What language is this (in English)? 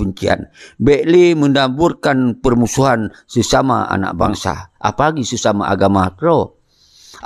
Achinese